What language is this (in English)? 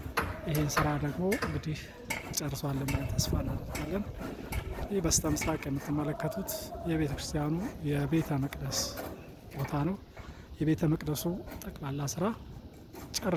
Amharic